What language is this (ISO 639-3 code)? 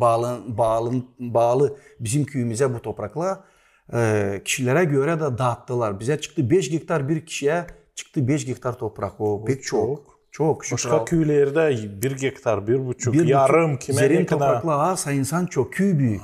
gag